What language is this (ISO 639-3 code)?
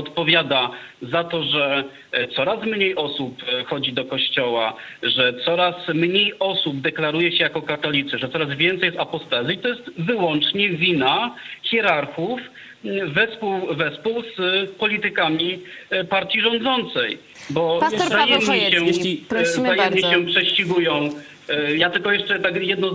pol